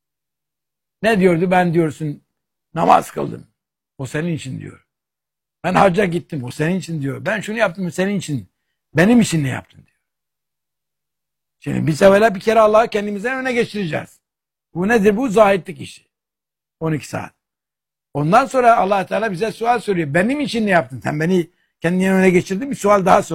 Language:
Turkish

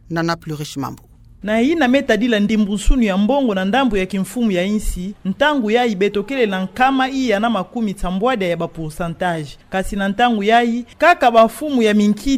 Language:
Kituba (Democratic Republic of Congo)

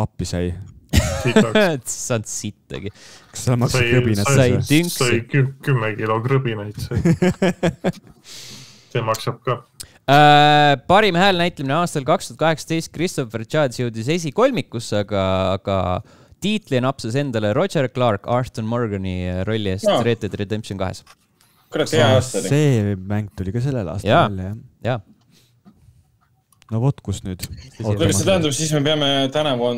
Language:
Estonian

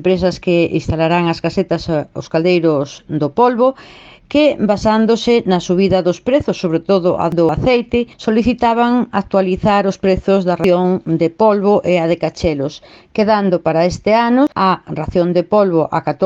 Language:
Galician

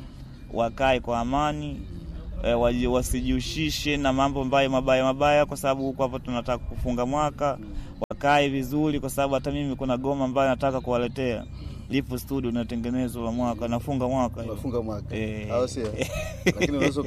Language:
Swahili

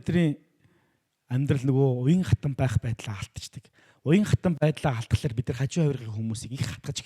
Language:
Mongolian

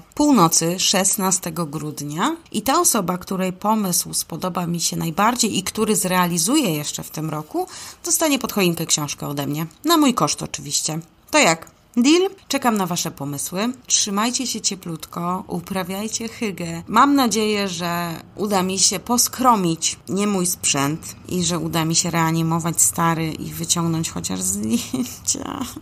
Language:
Polish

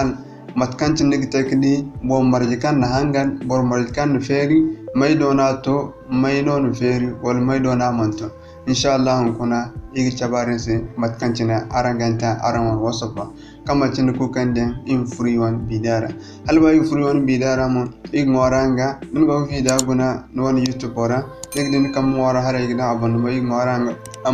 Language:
Zarma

